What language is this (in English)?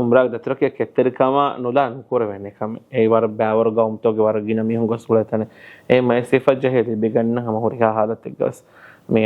Divehi